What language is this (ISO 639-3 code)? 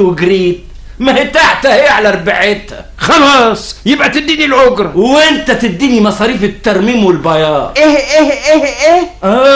arz